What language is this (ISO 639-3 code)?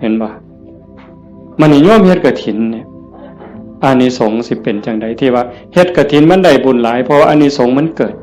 tts